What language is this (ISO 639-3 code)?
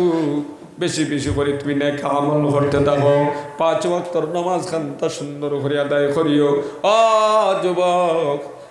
syl